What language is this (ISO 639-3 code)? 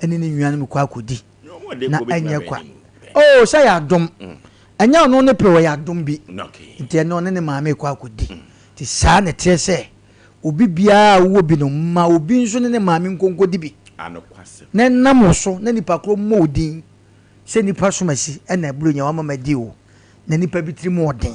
aka